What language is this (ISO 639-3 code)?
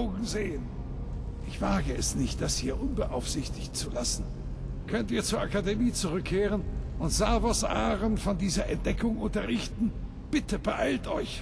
bar